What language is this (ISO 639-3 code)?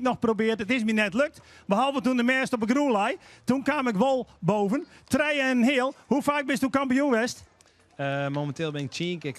fry